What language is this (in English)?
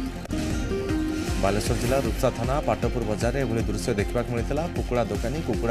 Odia